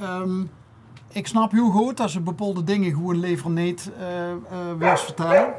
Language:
Limburgish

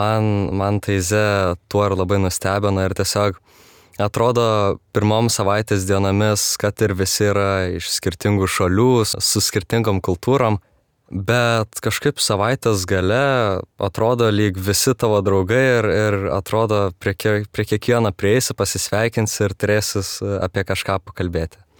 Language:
Lithuanian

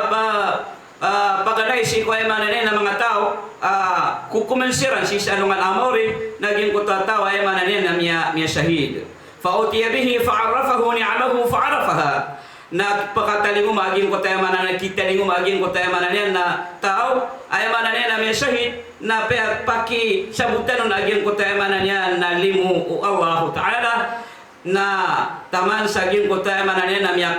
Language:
Maranao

